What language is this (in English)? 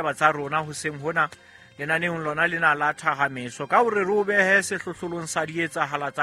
Southern Sotho